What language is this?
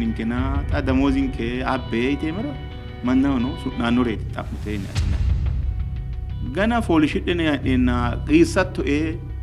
Sidamo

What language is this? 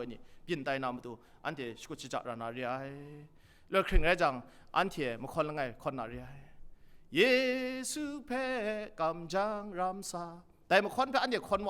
Kachin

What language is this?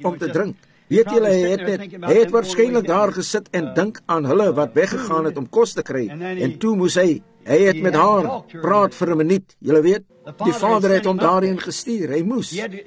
Afrikaans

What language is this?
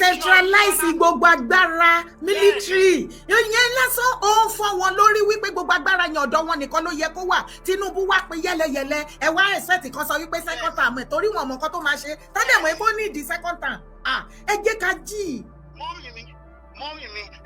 Yoruba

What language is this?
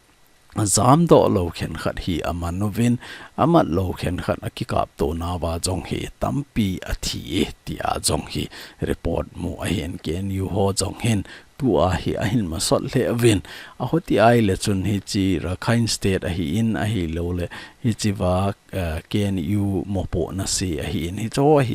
Thado Chin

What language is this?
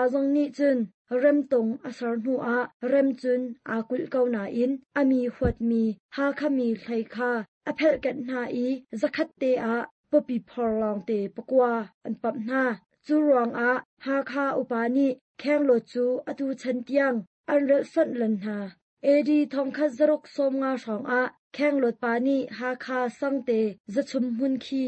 Hakha Chin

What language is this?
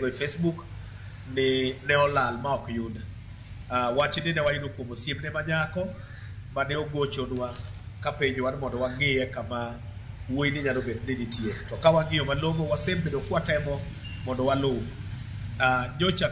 Luo (Kenya and Tanzania)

